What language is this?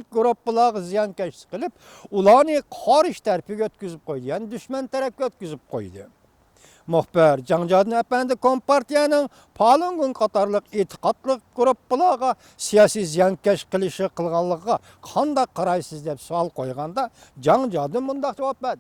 Uyghur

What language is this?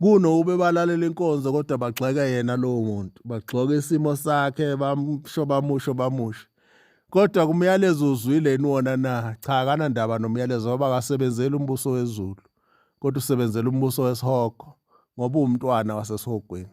Zulu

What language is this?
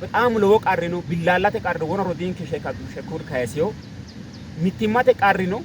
Sidamo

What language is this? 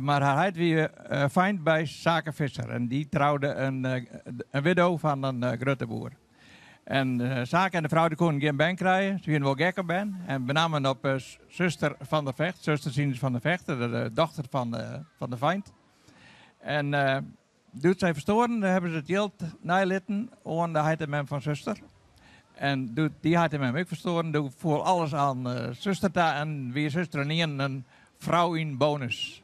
Western Frisian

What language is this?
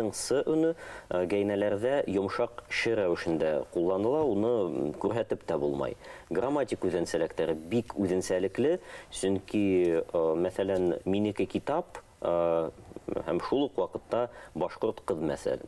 Bashkir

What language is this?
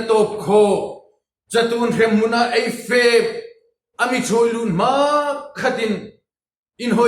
Hmar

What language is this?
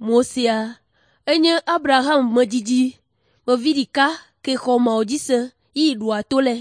Ewe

